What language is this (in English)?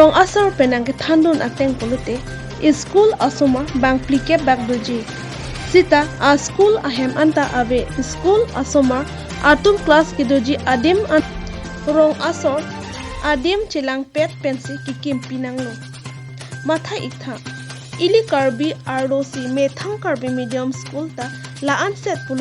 Karbi